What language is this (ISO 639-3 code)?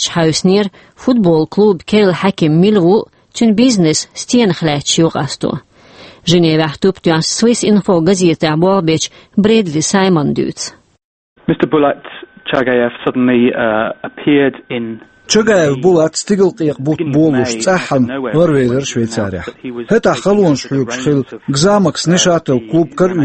che